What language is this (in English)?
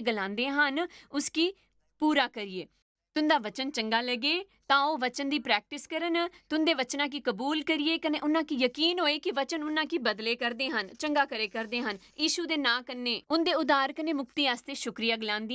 Dogri